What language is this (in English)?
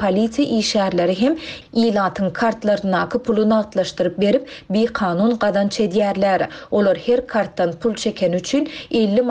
Turkmen